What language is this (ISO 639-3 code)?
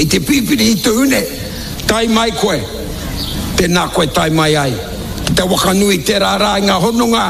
mri